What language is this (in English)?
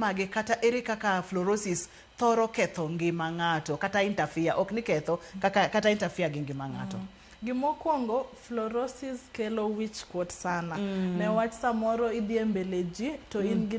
Luo (Kenya and Tanzania)